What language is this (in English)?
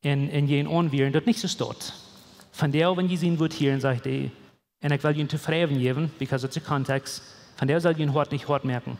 Plautdietsch